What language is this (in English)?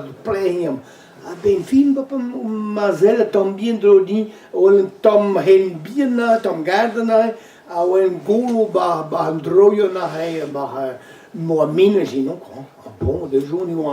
Breton